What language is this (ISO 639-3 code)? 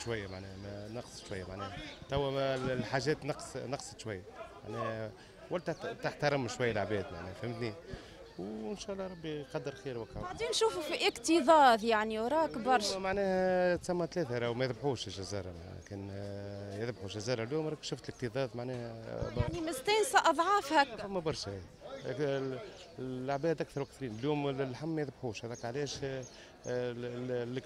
aeb